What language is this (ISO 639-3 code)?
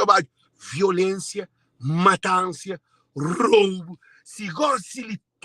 kea